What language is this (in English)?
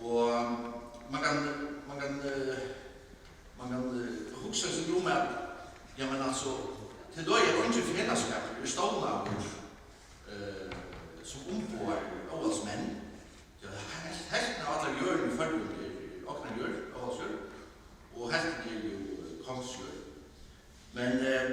Faroese